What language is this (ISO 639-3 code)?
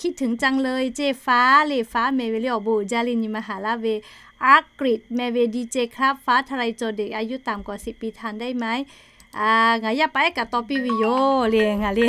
lhu